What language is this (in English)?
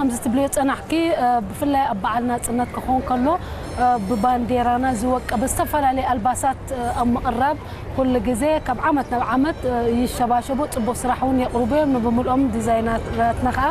Tigrinya